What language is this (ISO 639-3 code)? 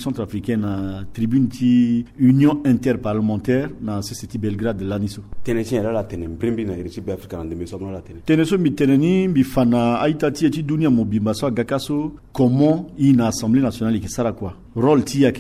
sag